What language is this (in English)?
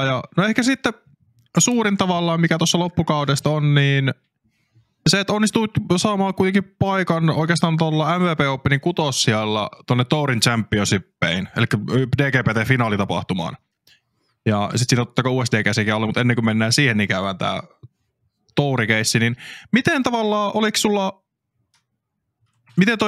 Finnish